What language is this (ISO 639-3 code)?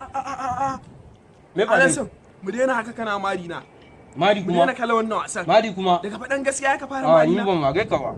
hau